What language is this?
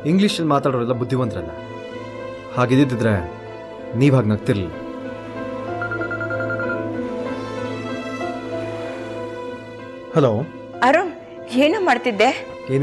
Kannada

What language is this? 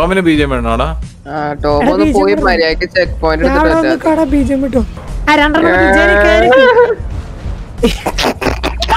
Malayalam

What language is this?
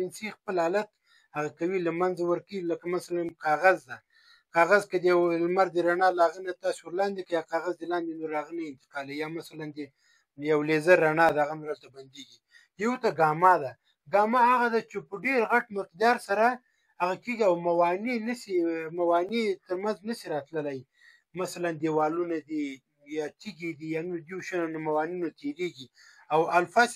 Pashto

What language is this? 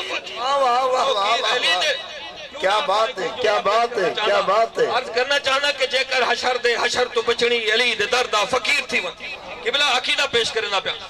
Saraiki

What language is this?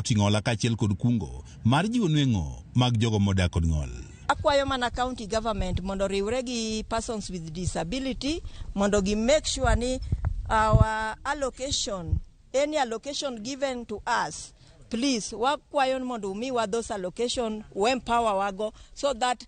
Luo (Kenya and Tanzania)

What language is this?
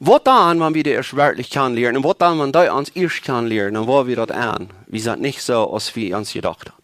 Plautdietsch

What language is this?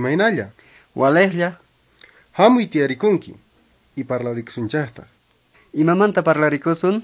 Quechua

